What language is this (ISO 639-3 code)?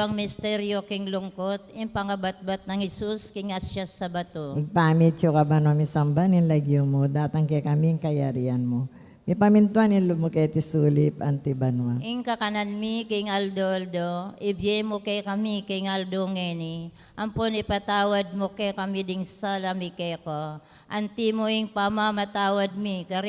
pam